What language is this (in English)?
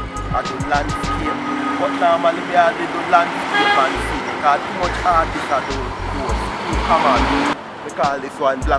Jamaican Creole English